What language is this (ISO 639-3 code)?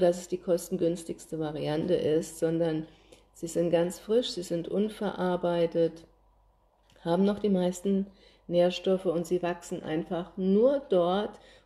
deu